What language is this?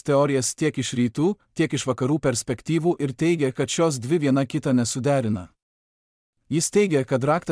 Lithuanian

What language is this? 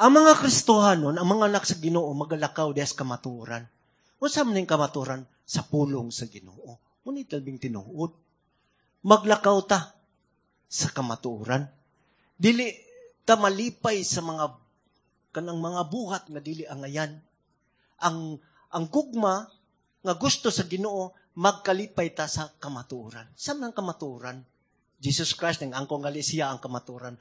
Cebuano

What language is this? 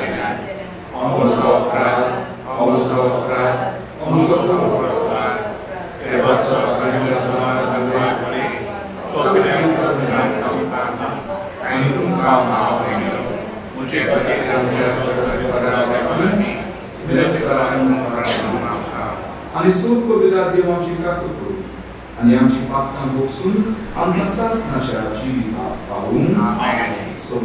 Konkani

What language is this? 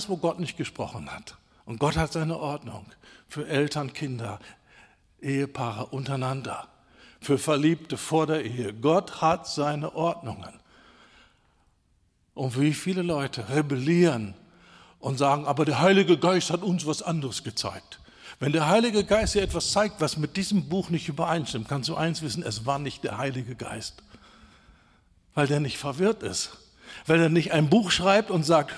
German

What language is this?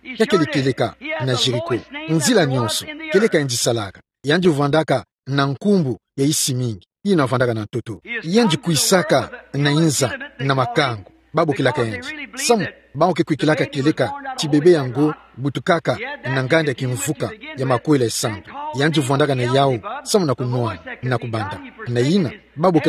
Kituba (Democratic Republic of Congo)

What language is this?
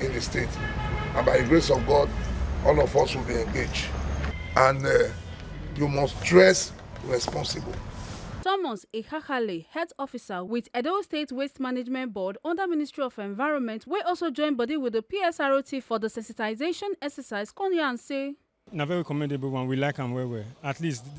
Nigerian Pidgin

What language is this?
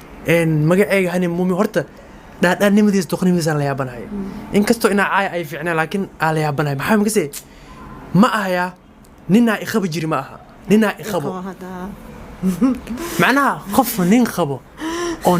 Somali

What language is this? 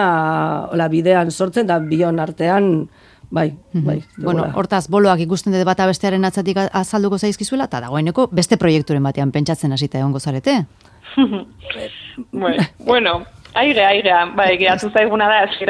Basque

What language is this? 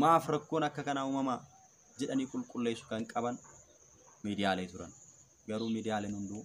Oromo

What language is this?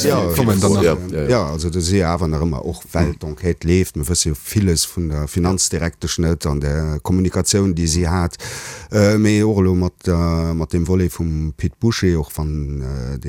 Luxembourgish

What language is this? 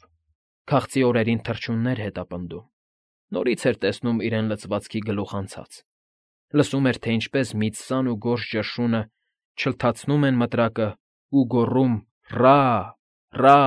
Armenian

